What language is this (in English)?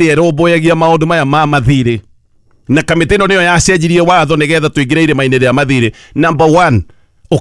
Kikuyu